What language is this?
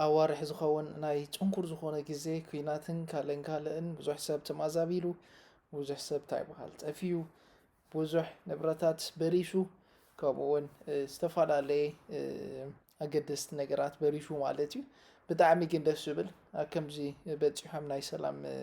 Tigrinya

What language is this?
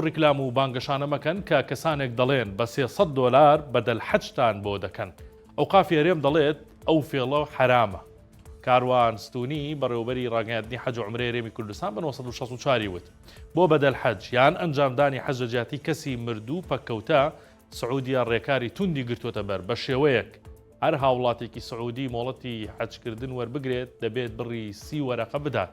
Central Kurdish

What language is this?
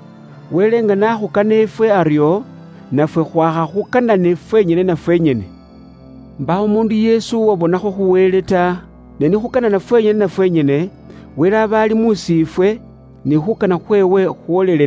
Luyia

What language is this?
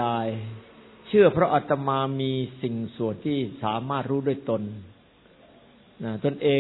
Thai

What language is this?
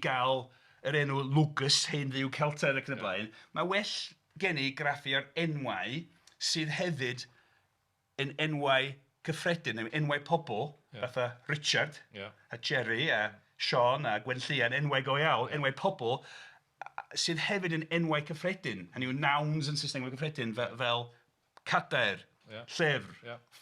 Welsh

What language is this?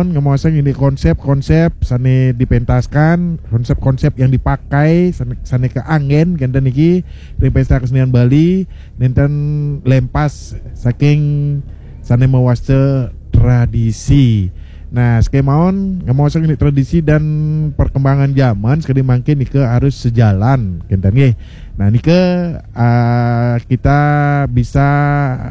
Balinese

